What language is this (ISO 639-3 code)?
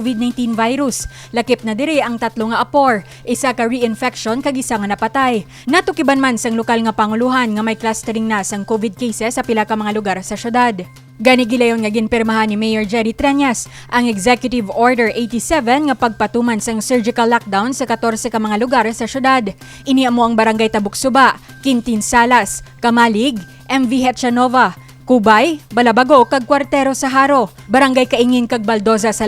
hil